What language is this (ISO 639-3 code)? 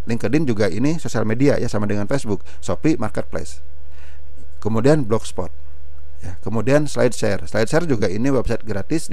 ind